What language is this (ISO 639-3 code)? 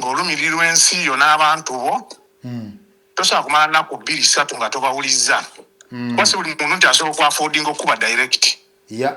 lug